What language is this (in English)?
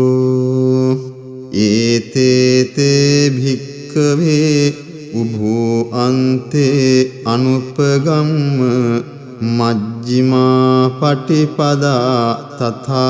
Pali